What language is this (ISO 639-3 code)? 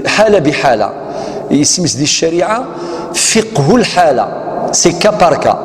kab